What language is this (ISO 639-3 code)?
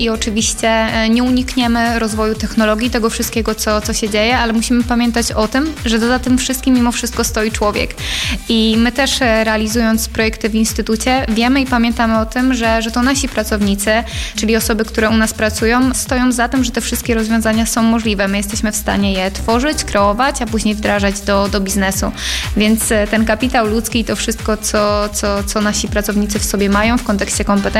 pol